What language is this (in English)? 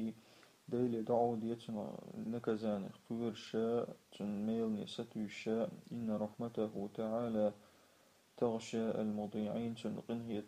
Chechen